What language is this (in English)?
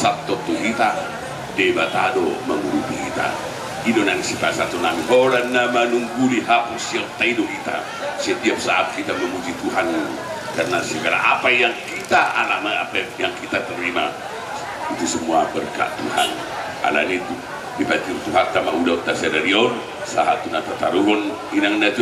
Batak Simalungun